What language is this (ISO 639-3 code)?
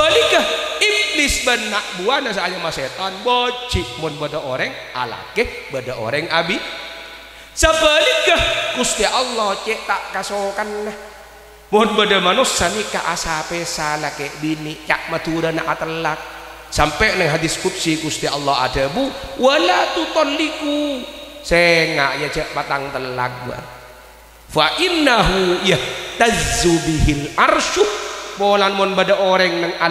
mad